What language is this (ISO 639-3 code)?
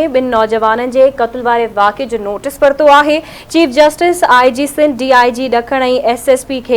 snd